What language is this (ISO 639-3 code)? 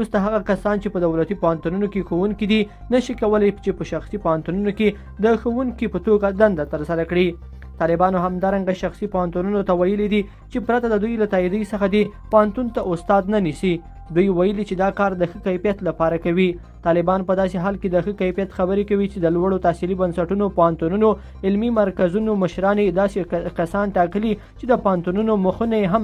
pus